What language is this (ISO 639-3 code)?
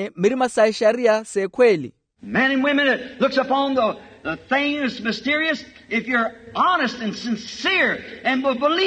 vmw